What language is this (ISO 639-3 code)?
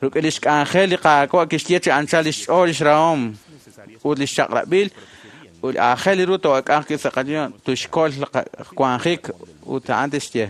kek